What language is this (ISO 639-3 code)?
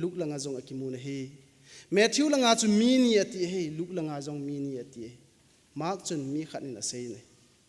tcz